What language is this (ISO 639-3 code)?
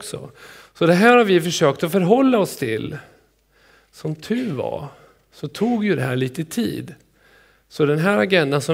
swe